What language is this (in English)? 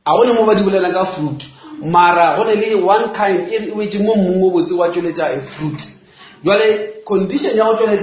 Northern Sotho